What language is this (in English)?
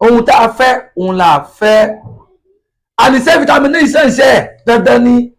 Yoruba